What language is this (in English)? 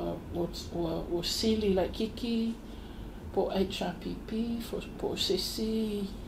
Samoan